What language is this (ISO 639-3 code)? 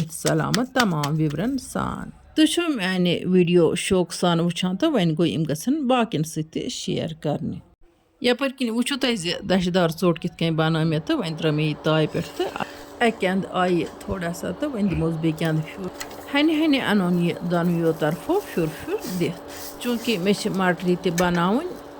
kas